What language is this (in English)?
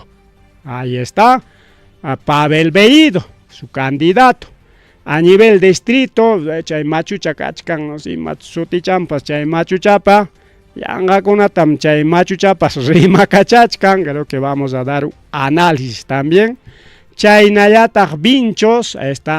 Ayacucho Quechua